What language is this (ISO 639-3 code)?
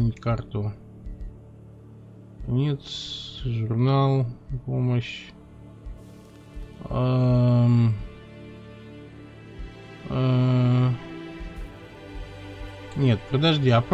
rus